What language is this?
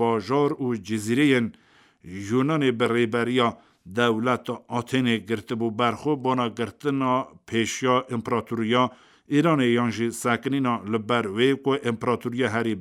Kurdish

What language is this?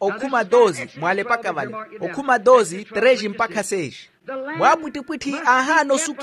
Makhuwa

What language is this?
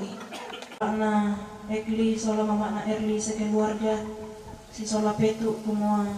Toraja-Sa'dan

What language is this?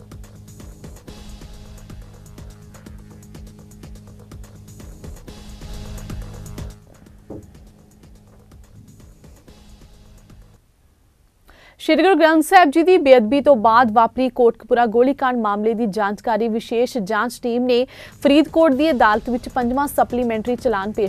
Punjabi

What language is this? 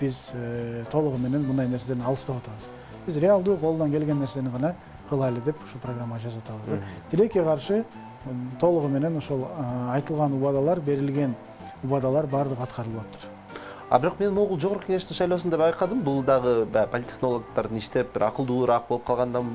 Kyrgyz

